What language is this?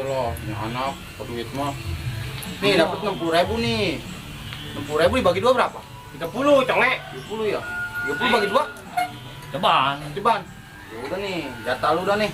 Betawi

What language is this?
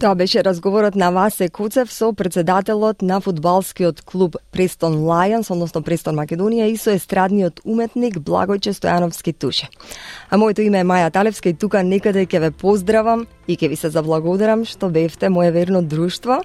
Macedonian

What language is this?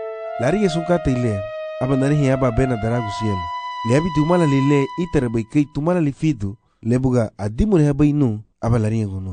Garifuna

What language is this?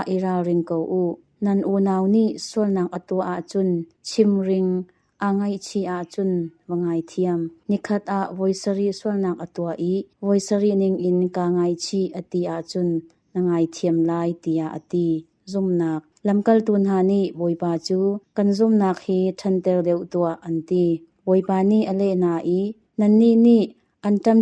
Hakha Chin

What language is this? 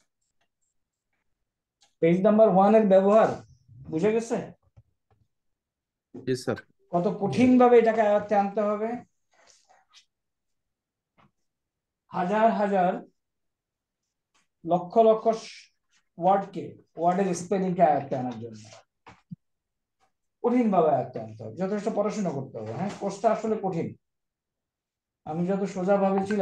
Bangla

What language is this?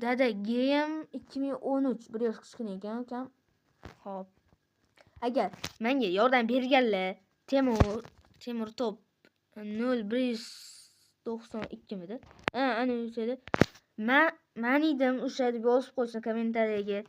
Uzbek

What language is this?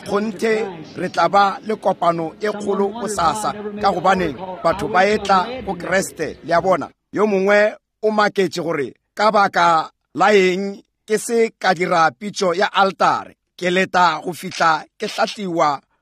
Northern Sotho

